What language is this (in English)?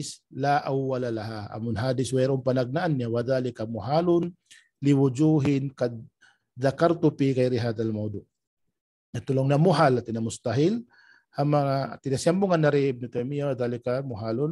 Tausug